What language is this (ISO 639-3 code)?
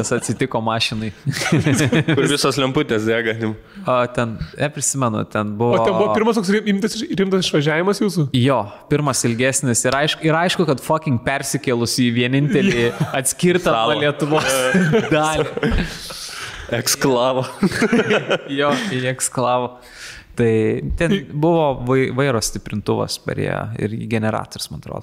lit